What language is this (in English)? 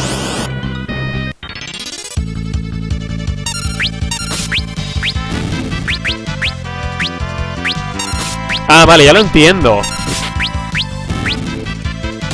Spanish